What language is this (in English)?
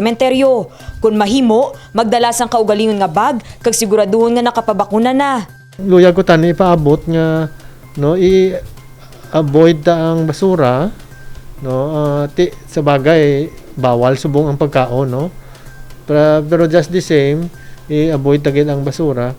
Hiligaynon